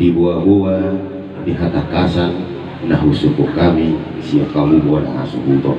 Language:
Batak Toba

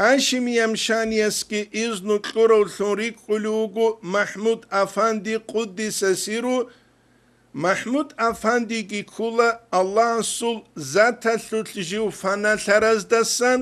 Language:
Avaric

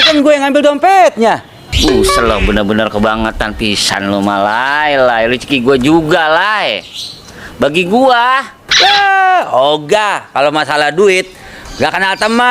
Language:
Betawi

